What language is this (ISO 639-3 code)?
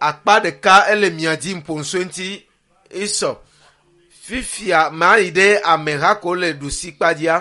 ewe